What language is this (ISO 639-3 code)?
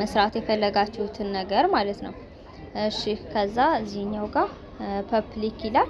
amh